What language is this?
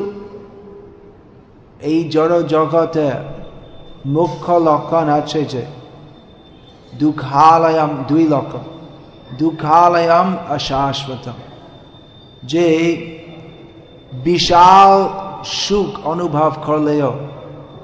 Bangla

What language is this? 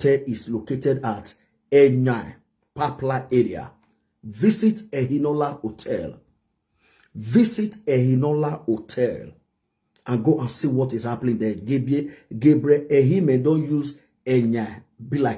Nigerian Pidgin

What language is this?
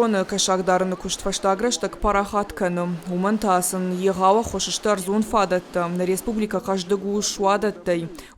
Ossetic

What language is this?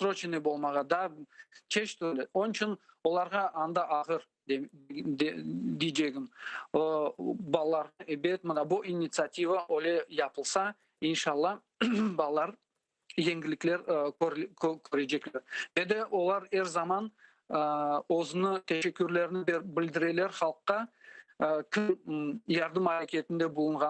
Crimean Tatar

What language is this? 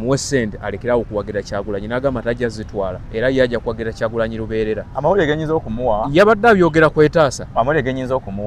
Ganda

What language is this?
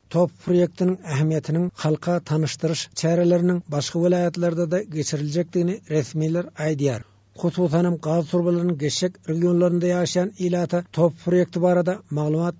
Turkmen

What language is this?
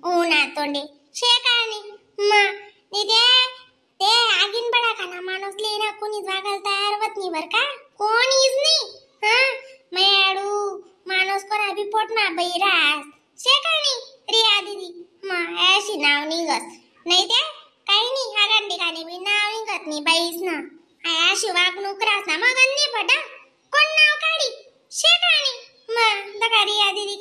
Khandesi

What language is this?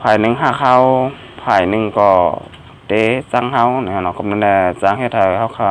Shan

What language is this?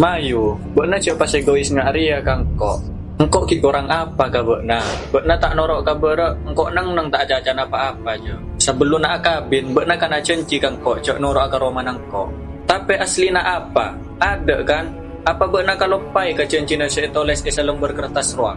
Madurese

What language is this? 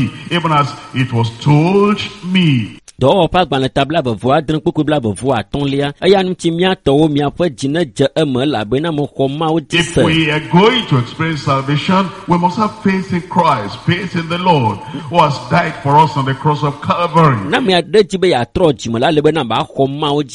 Ewe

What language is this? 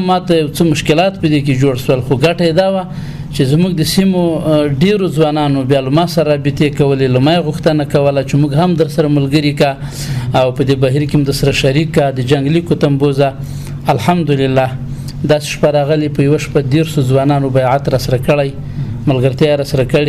Pashto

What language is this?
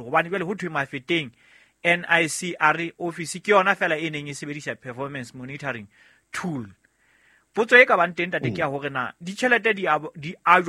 Southern Sotho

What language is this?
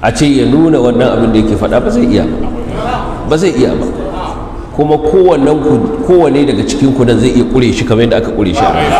Hausa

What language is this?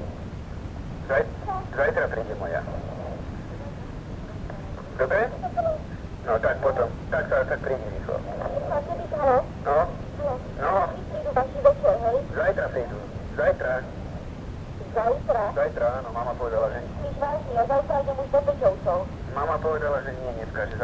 Slovak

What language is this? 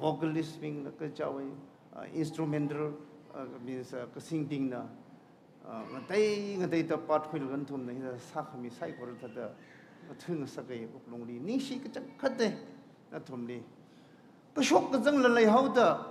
Tangkhul Naga (India)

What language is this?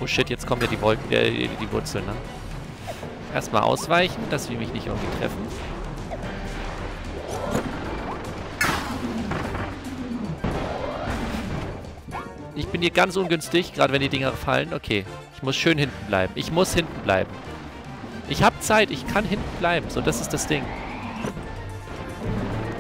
German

